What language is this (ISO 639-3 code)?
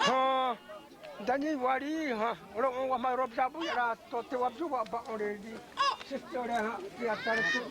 xav